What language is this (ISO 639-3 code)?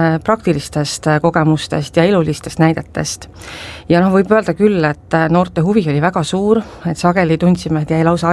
est